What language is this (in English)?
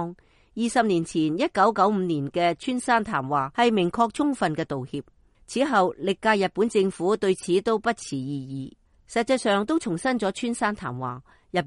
Cantonese